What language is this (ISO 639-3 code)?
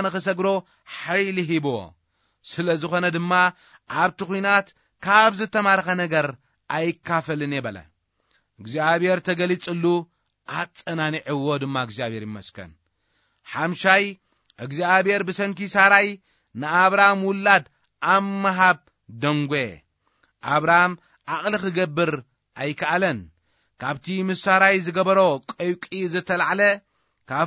tir